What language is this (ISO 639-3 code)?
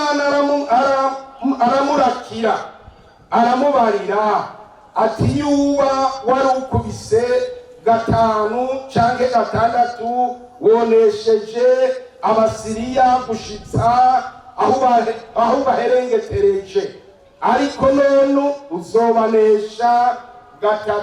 run